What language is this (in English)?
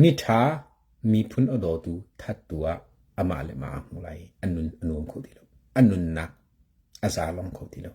Hakha Chin